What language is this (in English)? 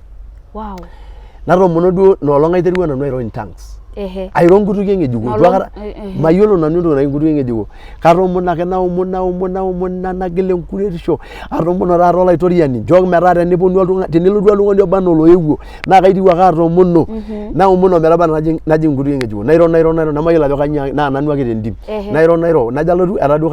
Masai